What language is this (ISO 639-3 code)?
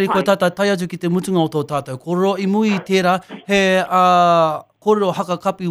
mri